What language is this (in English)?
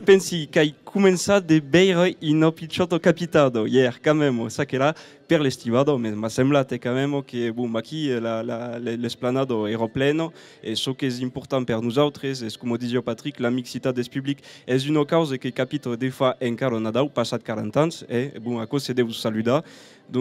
Occitan